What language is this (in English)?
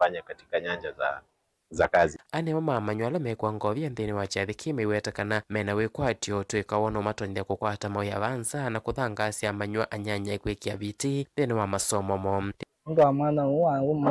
Kamba